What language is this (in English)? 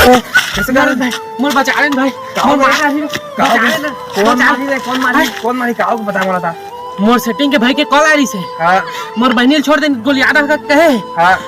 Chhattisgarhi